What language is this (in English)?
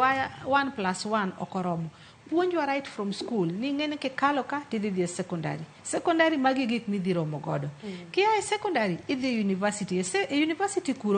Luo (Kenya and Tanzania)